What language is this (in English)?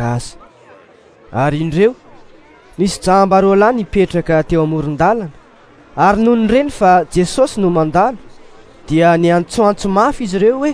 Malagasy